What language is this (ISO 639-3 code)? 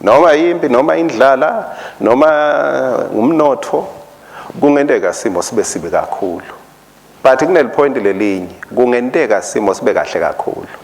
ssw